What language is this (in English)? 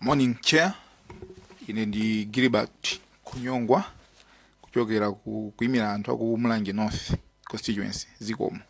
Nyanja